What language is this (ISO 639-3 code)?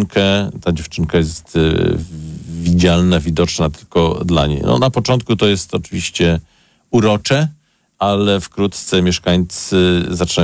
pol